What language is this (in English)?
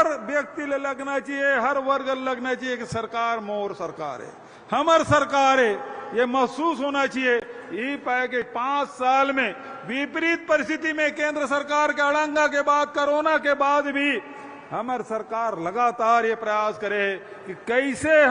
Chhattisgarhi